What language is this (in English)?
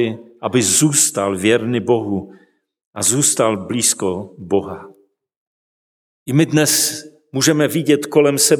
Czech